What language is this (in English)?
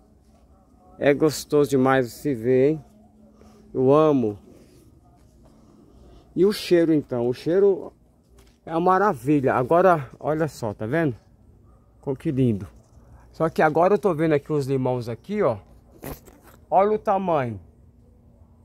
Portuguese